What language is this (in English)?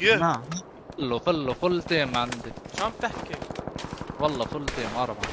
North Levantine Arabic